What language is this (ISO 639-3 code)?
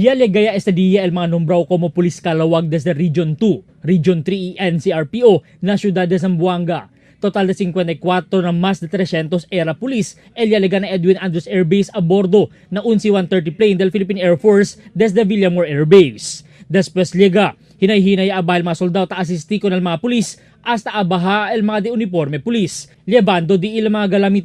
cbk